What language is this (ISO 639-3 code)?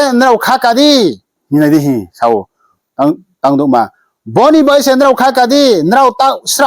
ria